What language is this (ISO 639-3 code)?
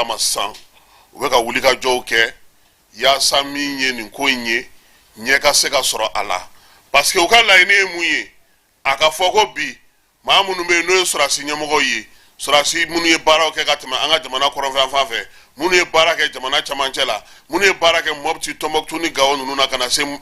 bam